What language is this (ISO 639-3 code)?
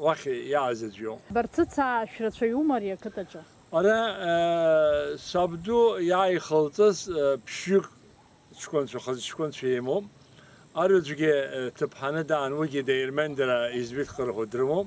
abk